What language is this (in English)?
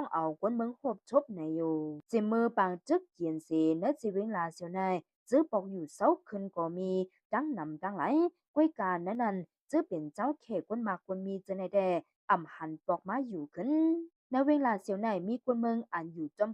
Shan